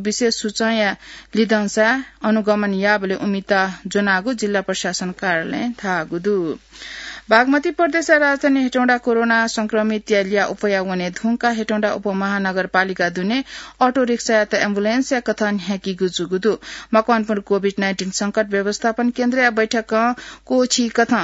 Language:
Newari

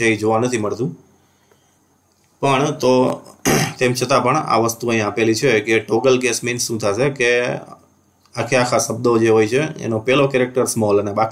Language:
Gujarati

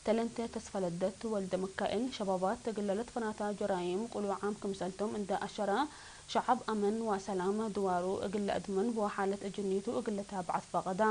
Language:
Tigre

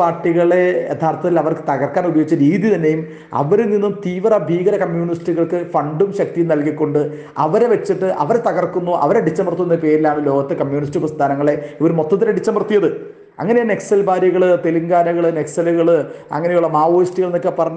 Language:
Malayalam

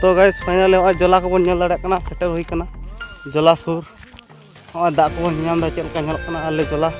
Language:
Santali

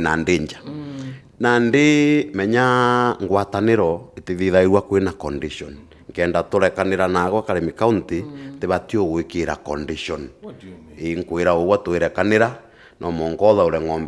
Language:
Meru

